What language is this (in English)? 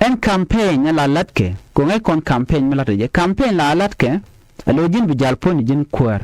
Nuer